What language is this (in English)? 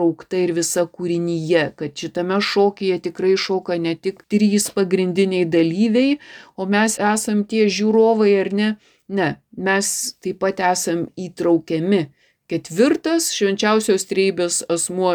Lithuanian